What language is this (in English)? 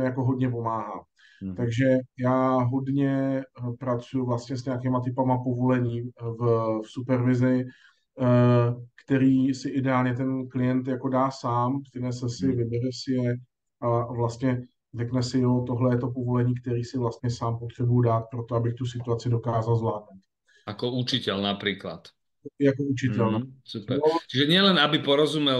Czech